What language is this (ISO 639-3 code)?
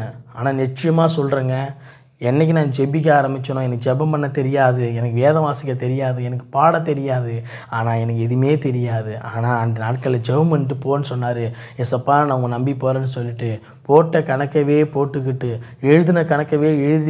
tam